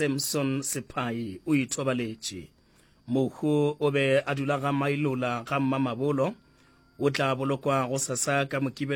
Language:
Northern Sotho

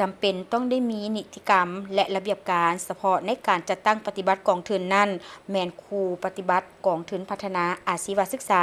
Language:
Lao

